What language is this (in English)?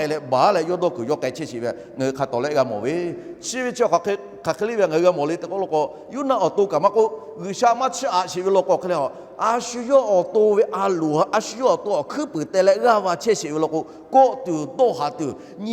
Lahu